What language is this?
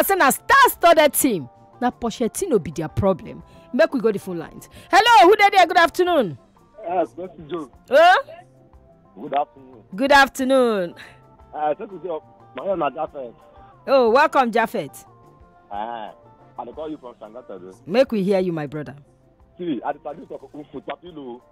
Nigerian Pidgin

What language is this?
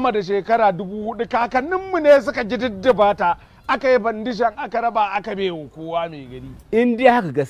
Hausa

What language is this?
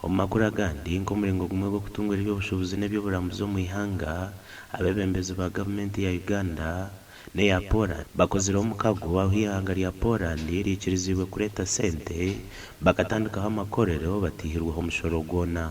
Nyankole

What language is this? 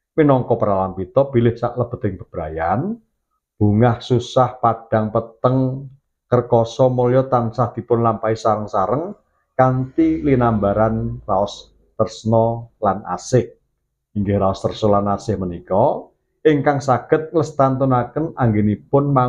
Javanese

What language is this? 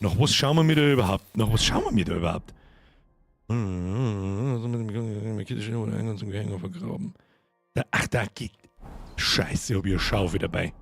Bavarian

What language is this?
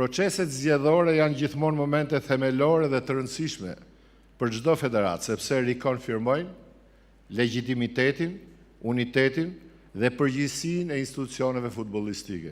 Albanian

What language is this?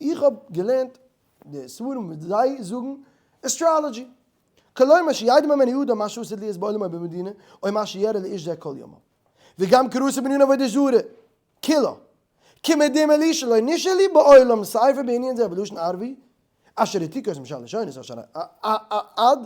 Yiddish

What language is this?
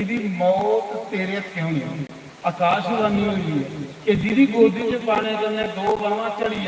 Dogri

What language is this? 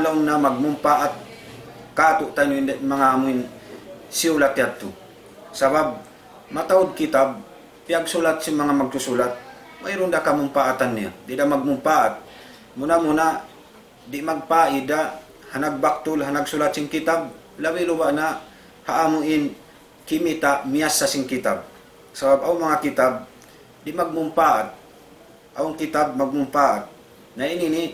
Tausug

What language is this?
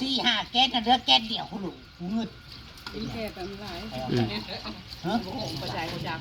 Northeastern Thai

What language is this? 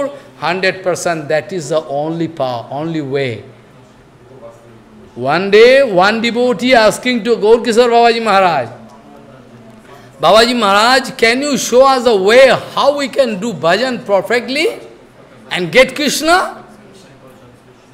English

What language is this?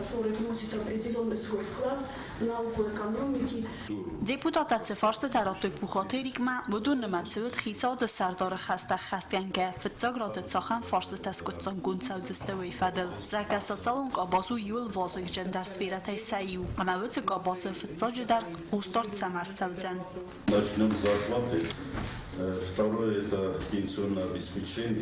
Ossetic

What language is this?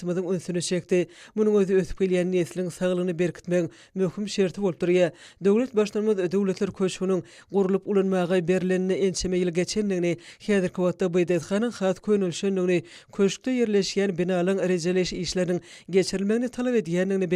Turkmen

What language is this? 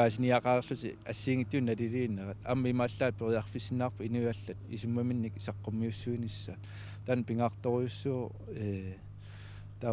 Kalaallisut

